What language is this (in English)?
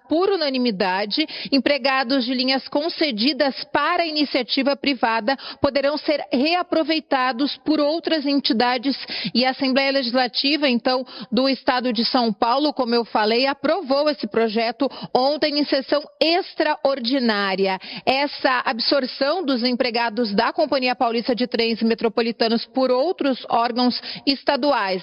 Portuguese